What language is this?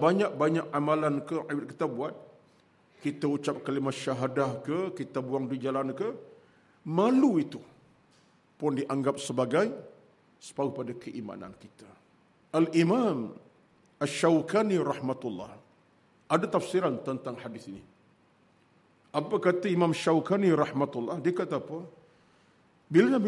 Malay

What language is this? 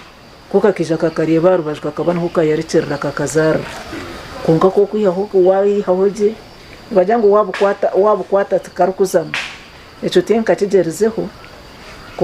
Nyankole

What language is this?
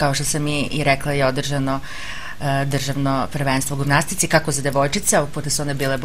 Serbian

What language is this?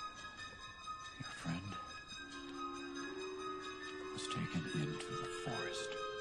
English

